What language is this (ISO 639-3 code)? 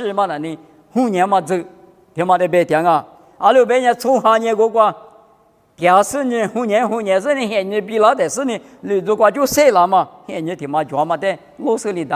lis